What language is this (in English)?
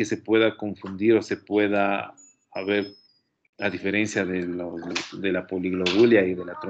Spanish